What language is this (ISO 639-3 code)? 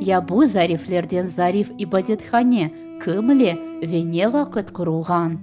crh